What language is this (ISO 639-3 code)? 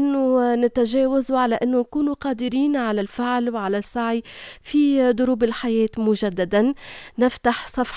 aeb